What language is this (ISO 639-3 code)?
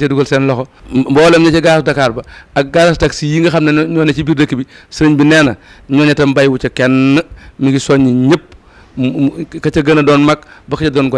wol